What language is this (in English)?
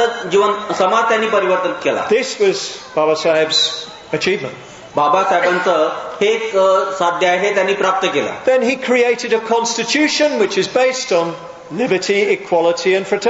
Marathi